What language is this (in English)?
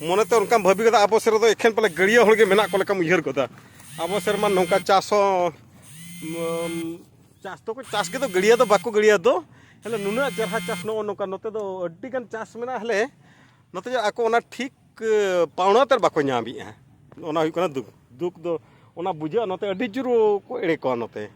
Santali